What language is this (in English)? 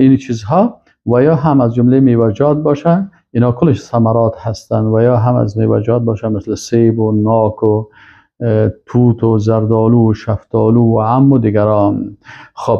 Persian